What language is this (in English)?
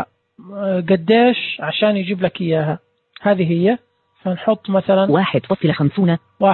Najdi Arabic